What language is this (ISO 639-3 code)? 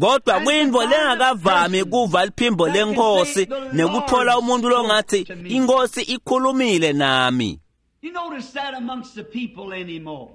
ssw